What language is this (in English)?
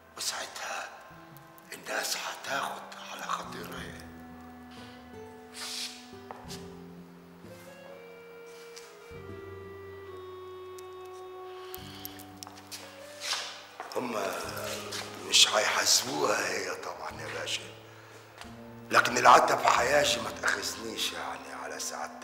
Egyptian Arabic